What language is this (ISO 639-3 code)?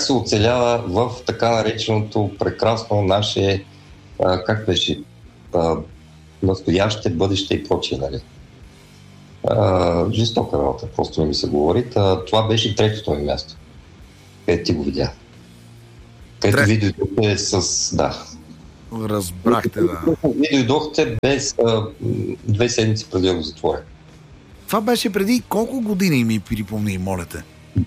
bul